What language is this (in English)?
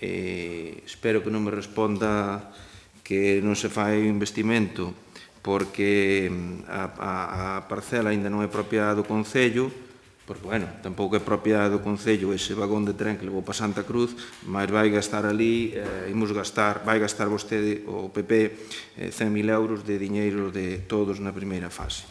Galician